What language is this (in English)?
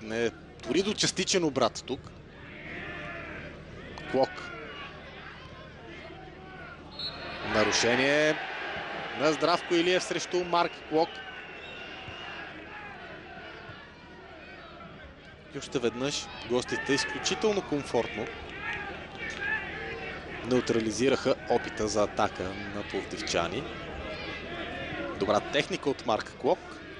Bulgarian